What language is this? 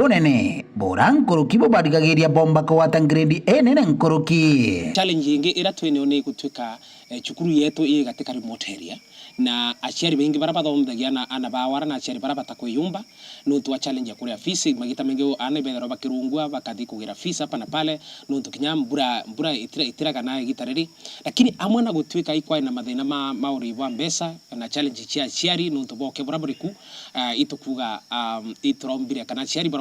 Meru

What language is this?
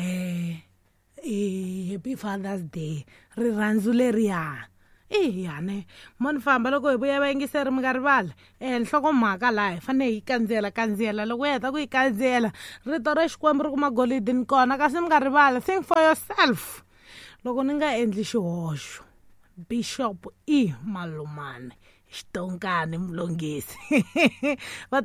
Tsonga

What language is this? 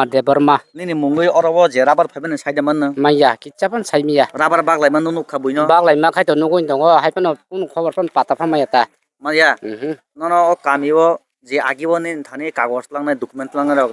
Kok Borok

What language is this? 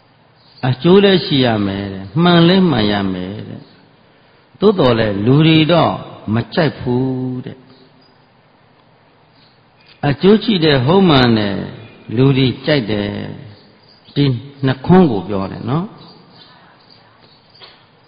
Burmese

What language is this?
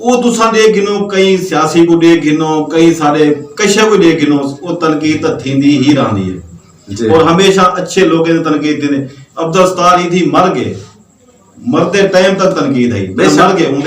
Saraiki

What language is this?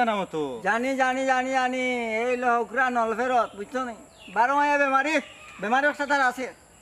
Sylheti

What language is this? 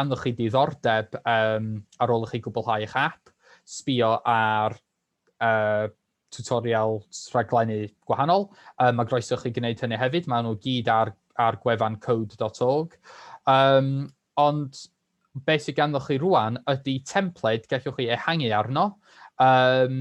Welsh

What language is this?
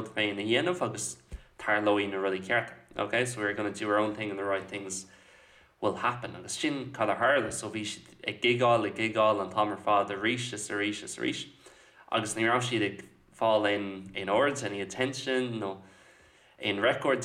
Irish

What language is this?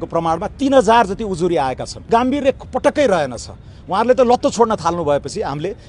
Nepali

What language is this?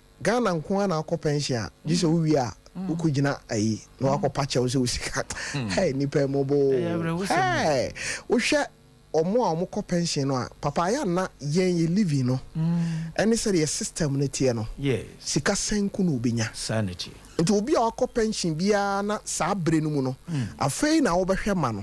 Akan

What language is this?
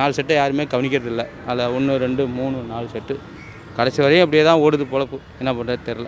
Tamil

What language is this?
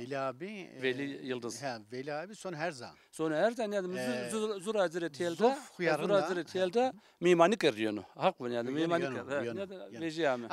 Zaza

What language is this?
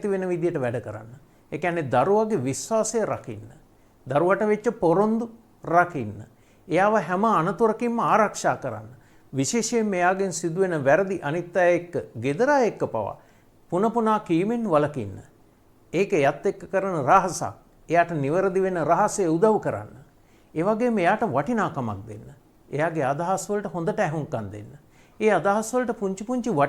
Sinhala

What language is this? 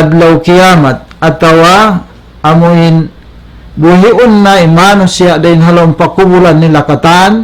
Tausug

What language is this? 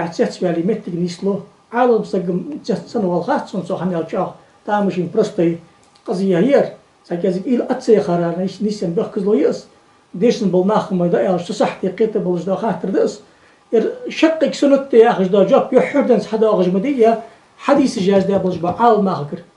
Ingush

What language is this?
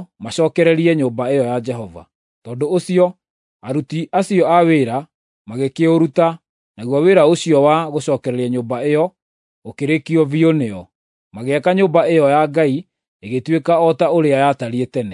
Kikuyu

